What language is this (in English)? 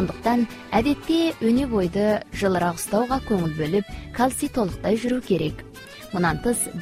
Kazakh